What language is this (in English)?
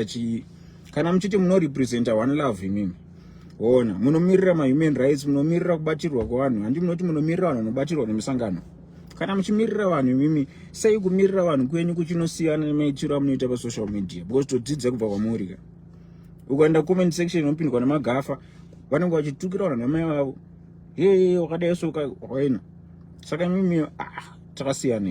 Shona